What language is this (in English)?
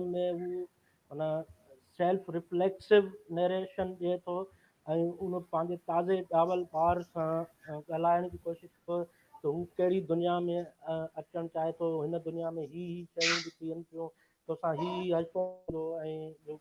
Sindhi